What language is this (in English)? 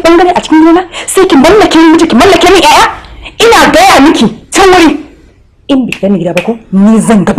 Hausa